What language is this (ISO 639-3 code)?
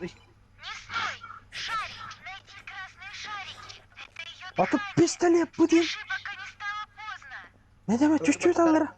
sah